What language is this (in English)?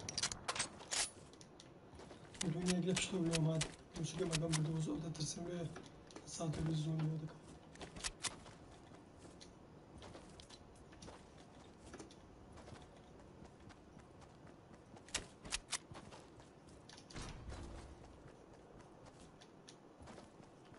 Central Kurdish